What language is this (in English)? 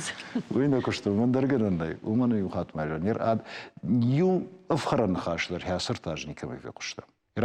Ossetic